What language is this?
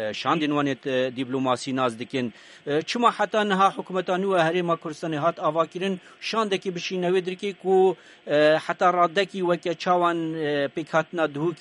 Kurdish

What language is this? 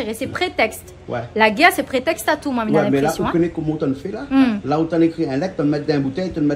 Réunion Creole French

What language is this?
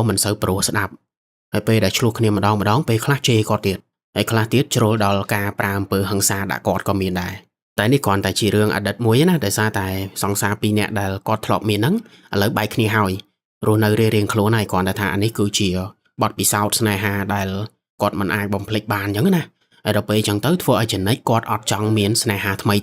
Khmer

